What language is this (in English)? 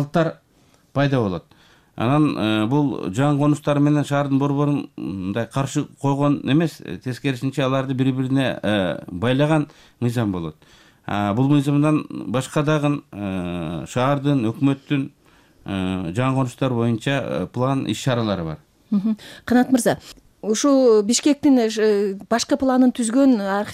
Kyrgyz